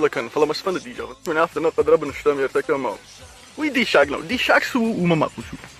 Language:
Ossetic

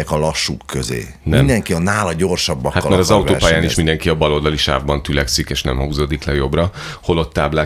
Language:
Hungarian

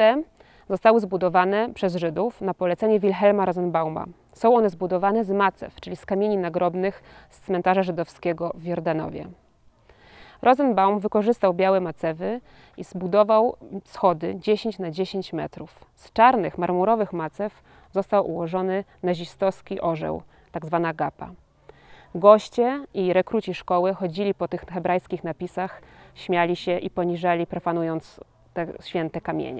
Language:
Polish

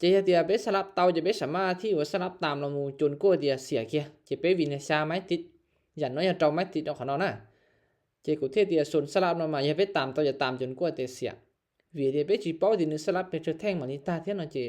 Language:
Lao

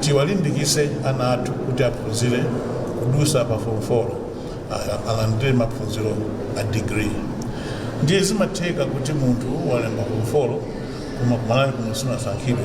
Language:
Nyanja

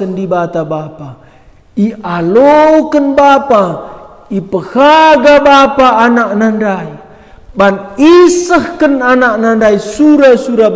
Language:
Batak Karo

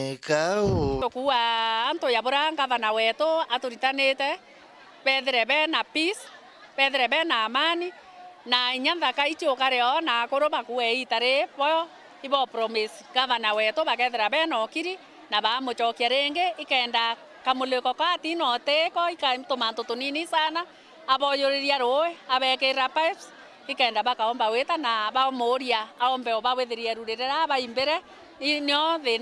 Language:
Meru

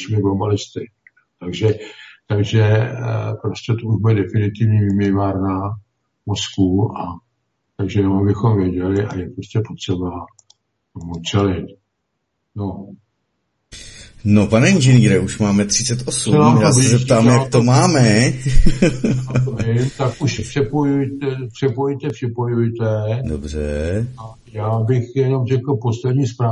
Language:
Czech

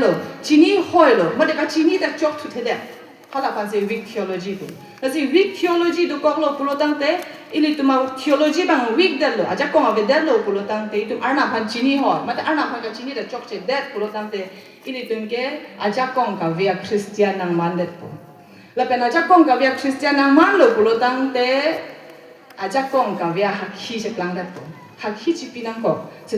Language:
Karbi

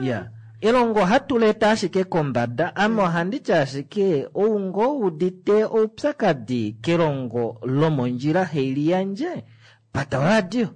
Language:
Kuanyama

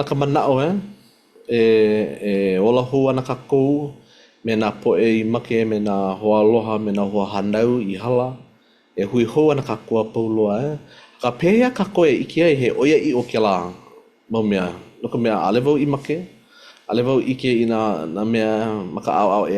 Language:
Hawaiian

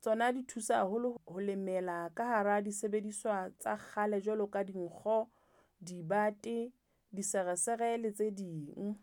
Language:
Southern Sotho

